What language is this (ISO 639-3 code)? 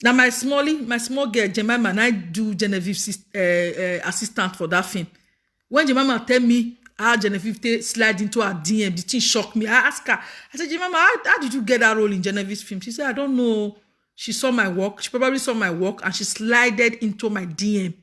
pcm